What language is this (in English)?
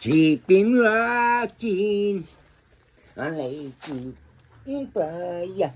Jamaican Creole English